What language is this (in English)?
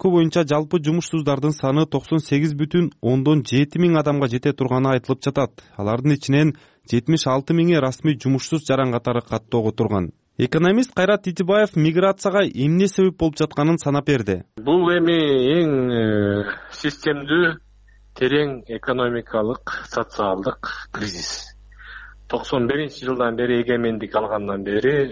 Kyrgyz